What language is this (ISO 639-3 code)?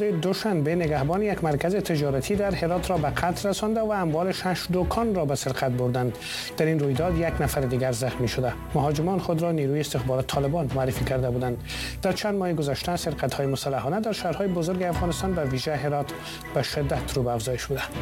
fas